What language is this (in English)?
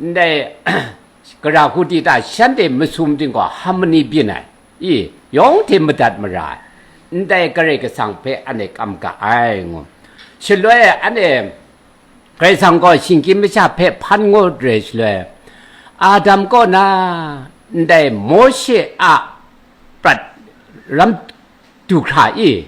Kachin